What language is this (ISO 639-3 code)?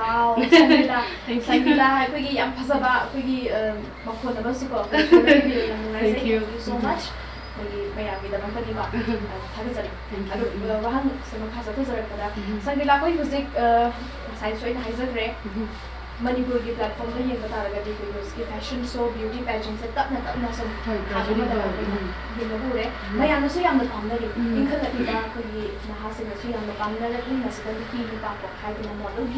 mni